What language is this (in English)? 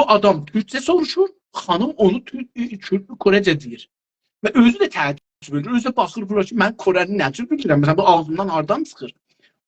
South Azerbaijani